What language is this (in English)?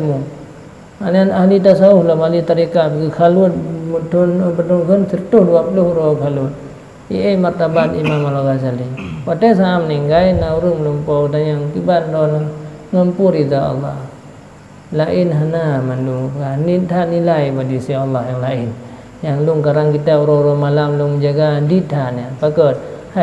Achinese